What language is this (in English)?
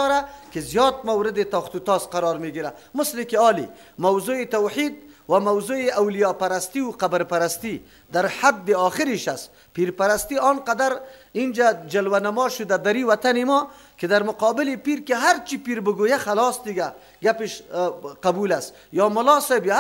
Persian